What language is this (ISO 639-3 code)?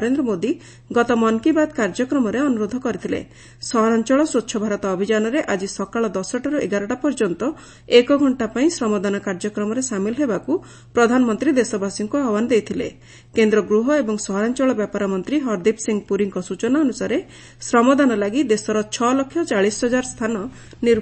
ori